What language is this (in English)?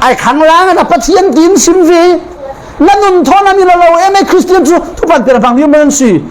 Falam Chin